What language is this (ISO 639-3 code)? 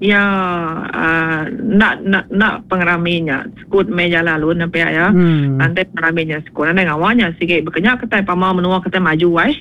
iba